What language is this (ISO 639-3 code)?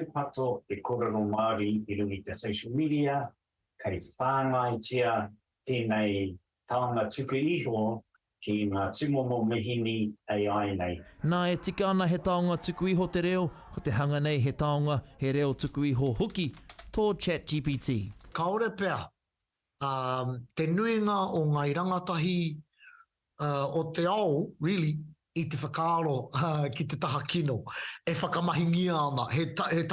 mri